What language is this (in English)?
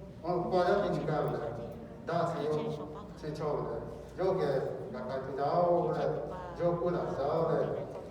Lahu